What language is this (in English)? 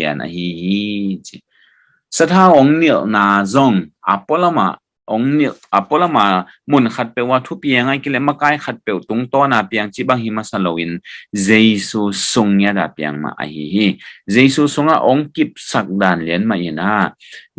Tedim Chin